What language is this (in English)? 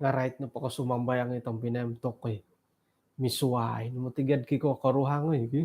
Central Dusun